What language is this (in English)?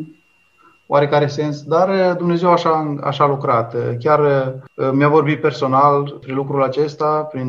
Romanian